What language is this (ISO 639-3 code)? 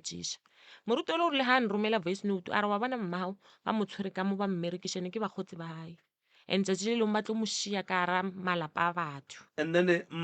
nso